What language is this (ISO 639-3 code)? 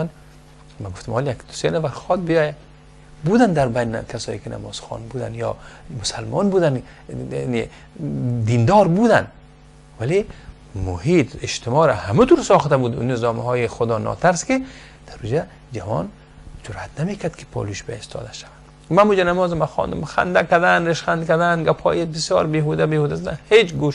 fas